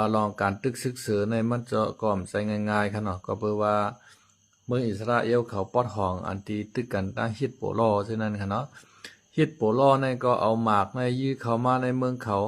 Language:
Shan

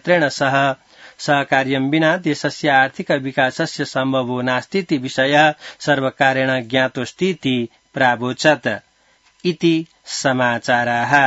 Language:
Sanskrit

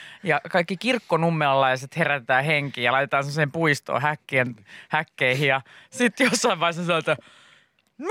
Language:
Finnish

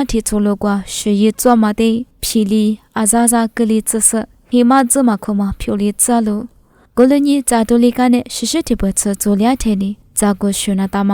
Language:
Lisu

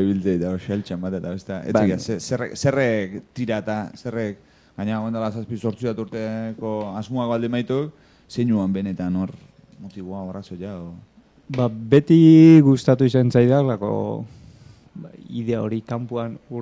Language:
Basque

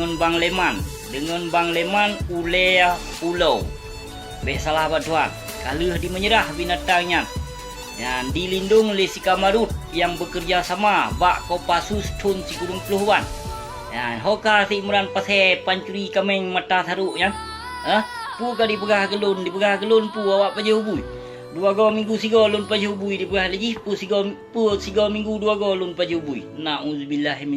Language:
Achinese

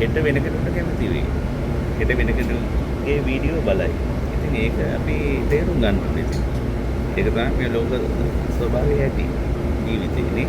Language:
Sinhala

